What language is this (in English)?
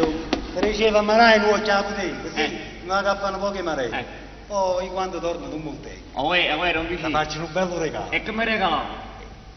Neapolitan